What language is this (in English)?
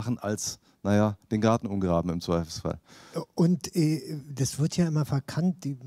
German